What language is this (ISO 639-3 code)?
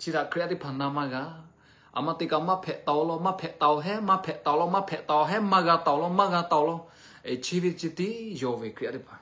lhu